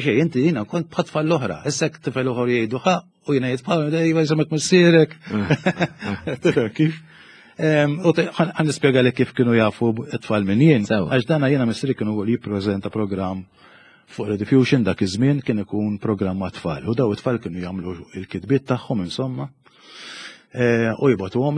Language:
Maltese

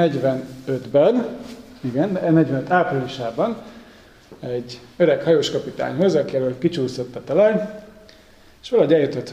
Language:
Hungarian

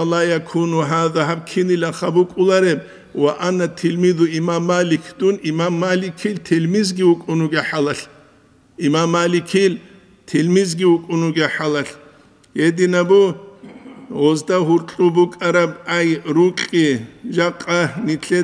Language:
Avaric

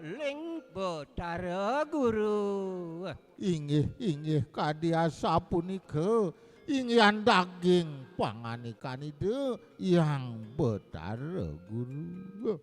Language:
Balinese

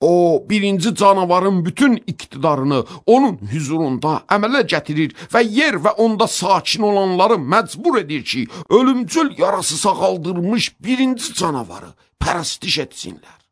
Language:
Azerbaijani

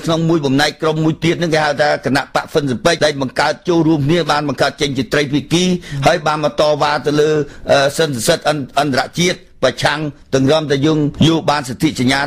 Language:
Khmer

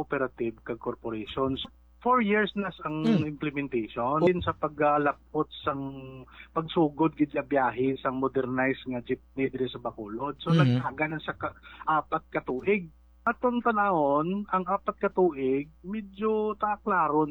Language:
Hiligaynon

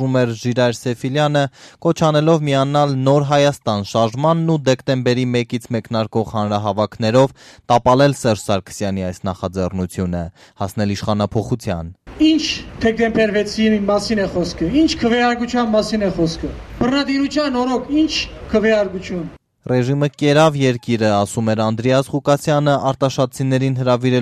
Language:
Armenian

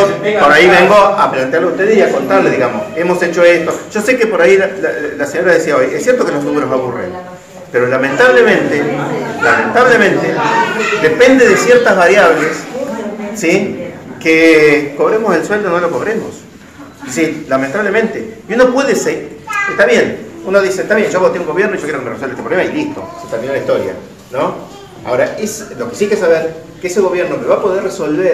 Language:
Spanish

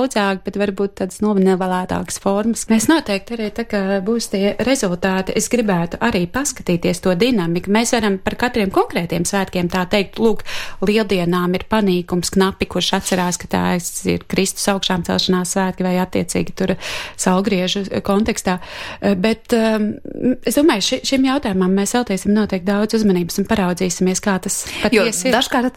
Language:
Latvian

